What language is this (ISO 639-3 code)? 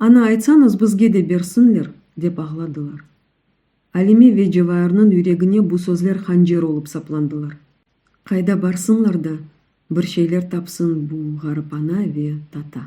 crh